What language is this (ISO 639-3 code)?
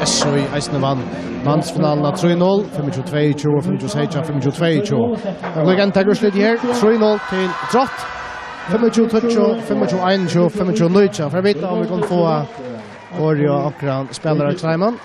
fao